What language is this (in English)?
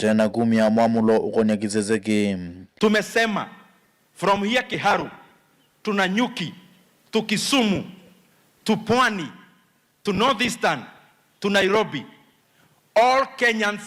Kamba